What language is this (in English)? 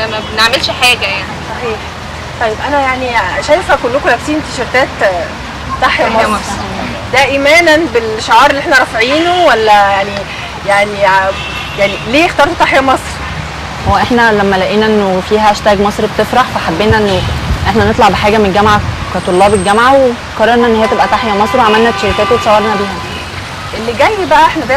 Egyptian Arabic